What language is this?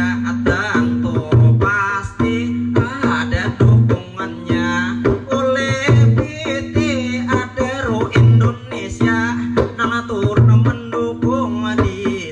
Banjar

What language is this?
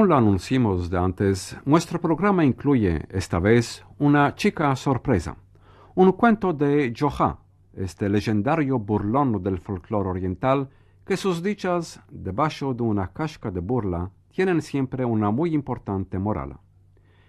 Ladino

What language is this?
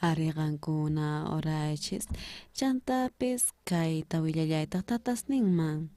South Bolivian Quechua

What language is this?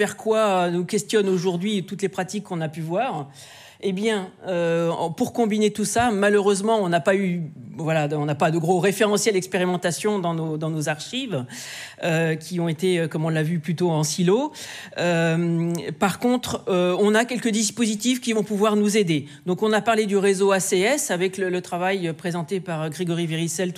French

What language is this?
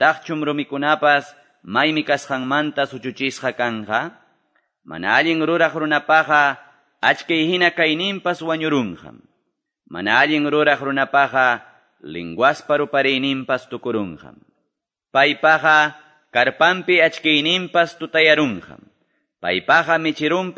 Quechua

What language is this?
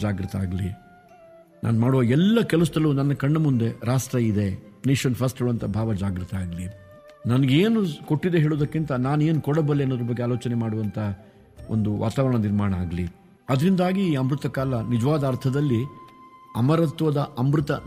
Kannada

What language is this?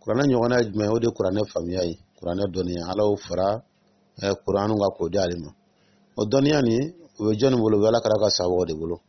Dyula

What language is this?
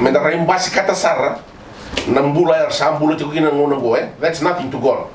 Fijian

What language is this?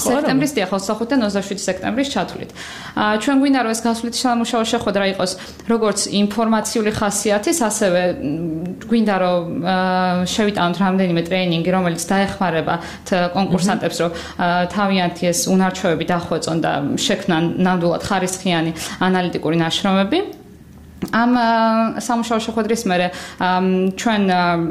Georgian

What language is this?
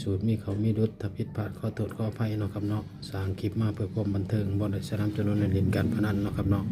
Northeastern Thai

